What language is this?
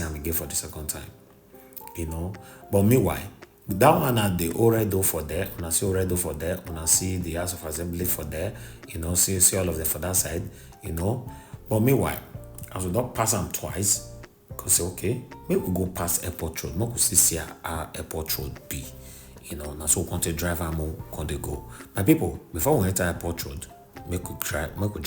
Nigerian Pidgin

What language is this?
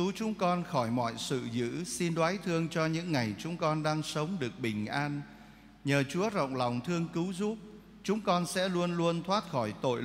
Vietnamese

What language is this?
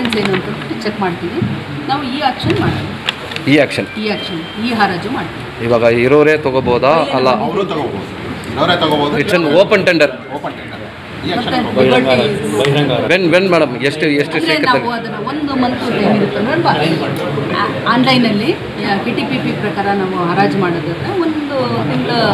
Kannada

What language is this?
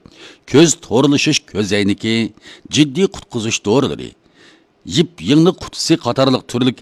Uyghur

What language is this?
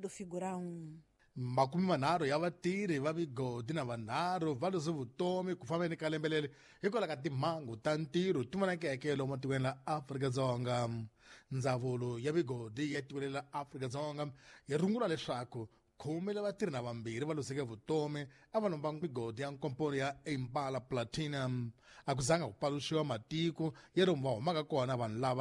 Tsonga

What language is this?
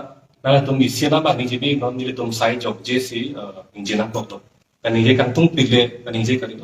Karbi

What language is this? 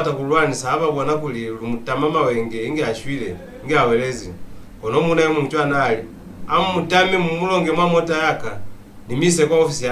Lozi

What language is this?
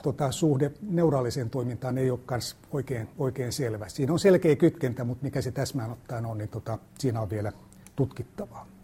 Finnish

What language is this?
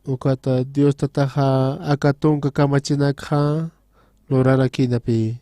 Aymara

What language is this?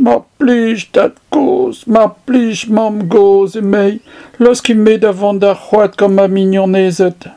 Breton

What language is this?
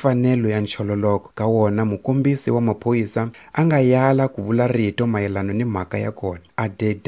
Tsonga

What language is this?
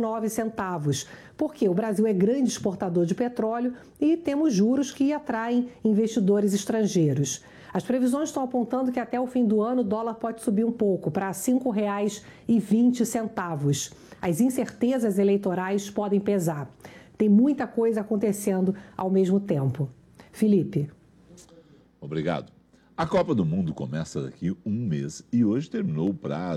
Portuguese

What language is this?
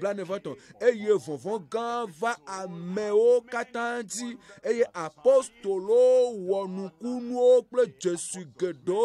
Ewe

